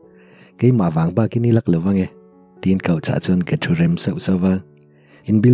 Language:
Mizo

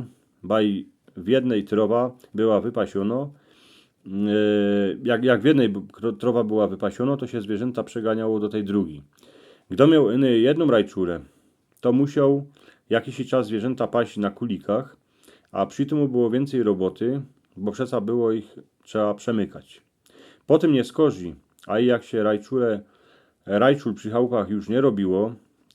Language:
Silesian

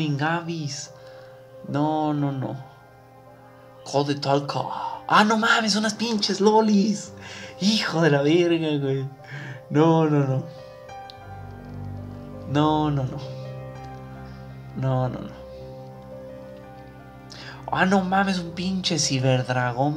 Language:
Spanish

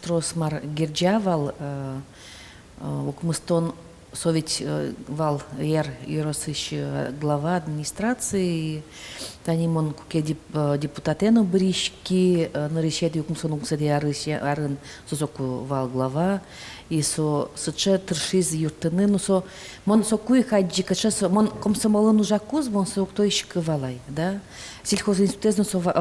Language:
Udmurt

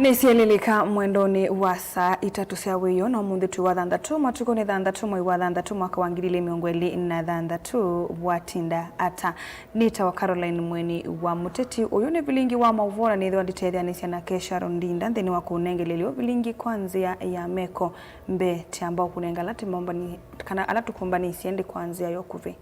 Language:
Kamba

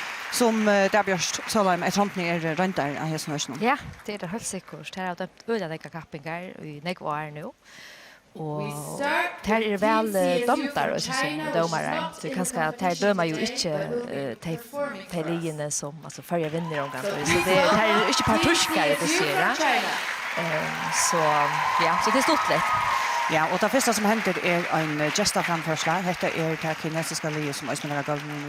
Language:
Faroese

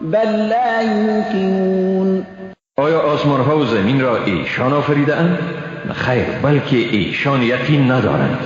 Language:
Persian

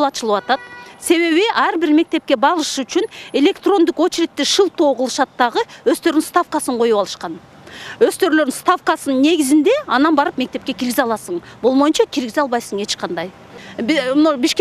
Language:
Kyrgyz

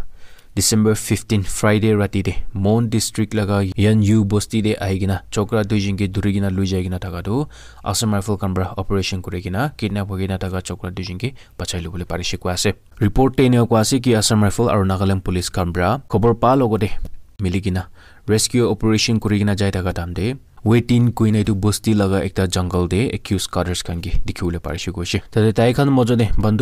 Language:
Naga Pidgin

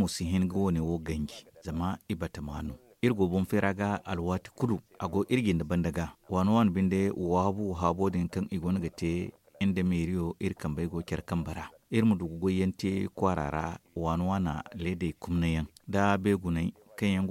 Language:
Zarma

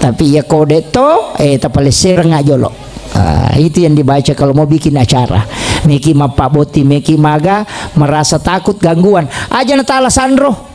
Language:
Buginese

